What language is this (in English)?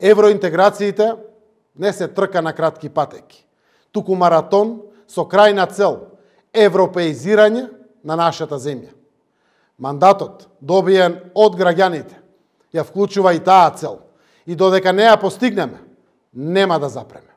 Macedonian